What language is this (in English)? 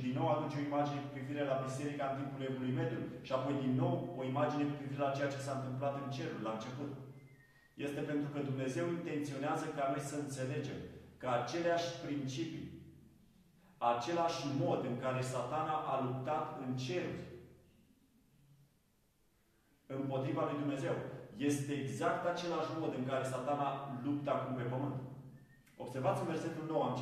Romanian